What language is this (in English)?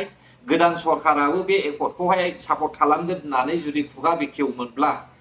Bodo